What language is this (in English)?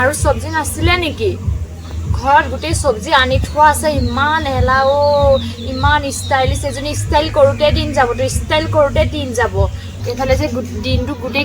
Assamese